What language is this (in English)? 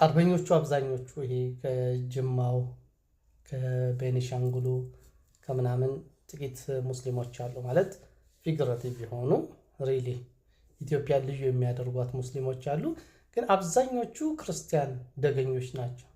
Amharic